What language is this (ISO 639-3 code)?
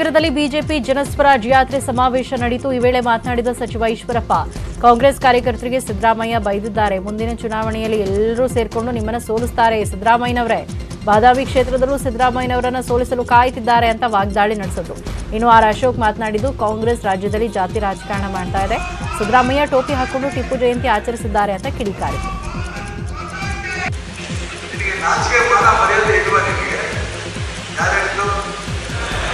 kan